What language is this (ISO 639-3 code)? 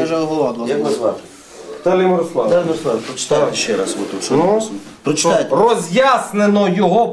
ukr